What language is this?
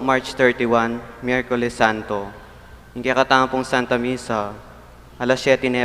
Pampanga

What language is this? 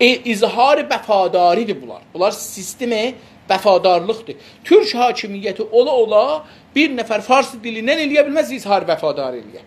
South Azerbaijani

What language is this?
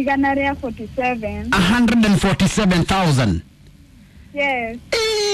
Kikuyu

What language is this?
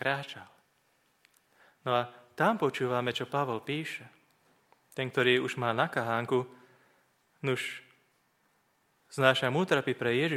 Slovak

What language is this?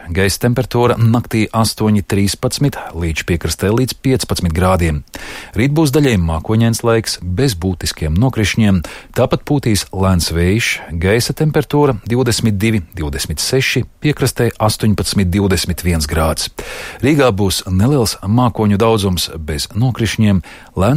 Latvian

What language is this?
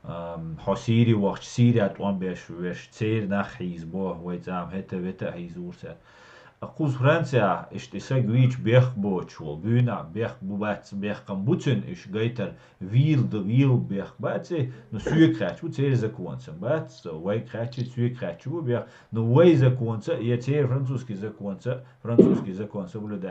Chechen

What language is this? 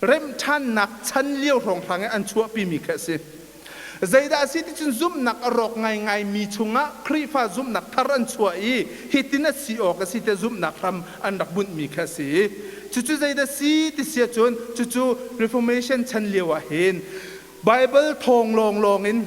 Hakha Chin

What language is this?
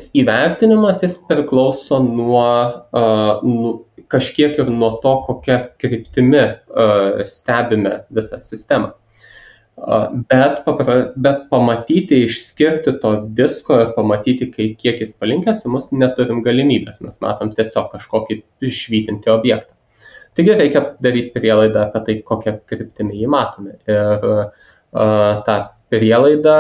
Lithuanian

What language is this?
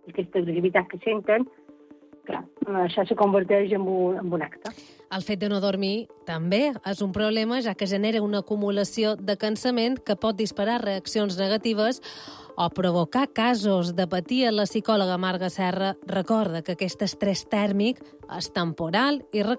Catalan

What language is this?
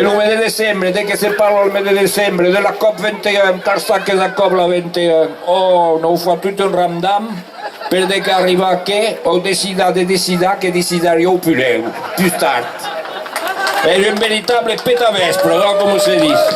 Occitan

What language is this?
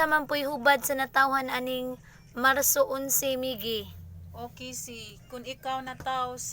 Cebuano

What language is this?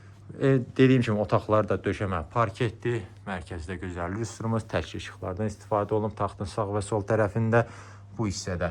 Azerbaijani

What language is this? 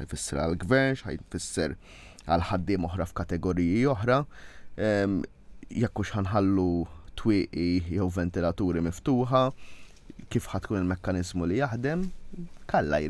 Maltese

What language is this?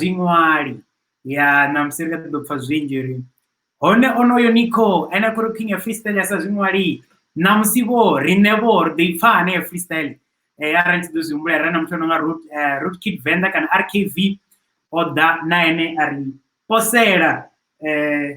Venda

